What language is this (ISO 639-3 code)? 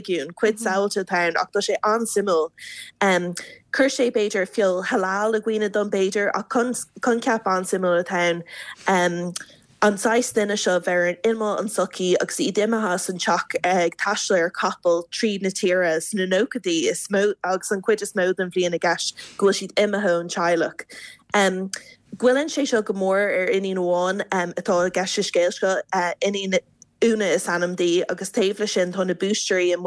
gle